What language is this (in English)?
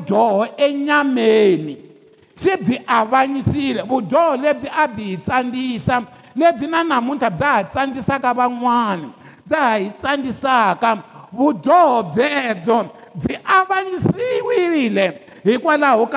Tsonga